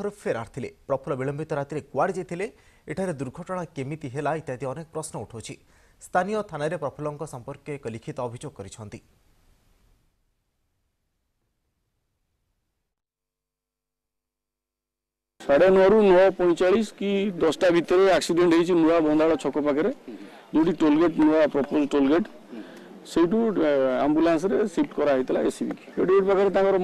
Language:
Odia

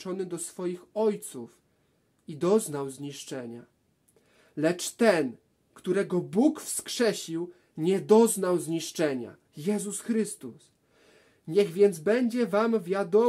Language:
Polish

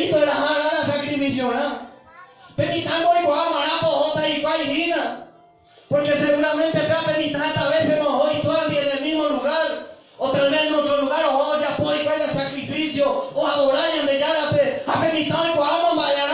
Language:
Guarani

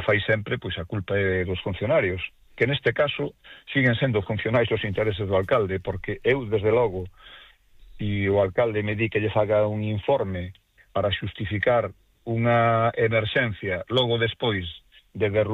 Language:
Galician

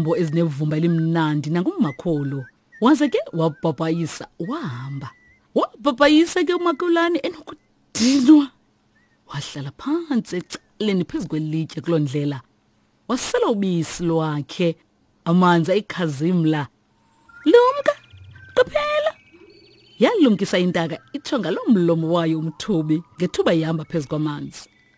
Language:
Xhosa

